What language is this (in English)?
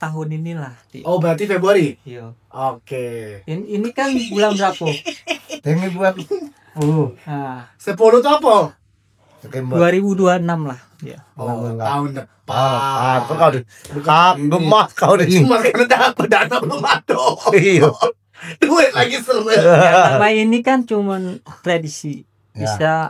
Musi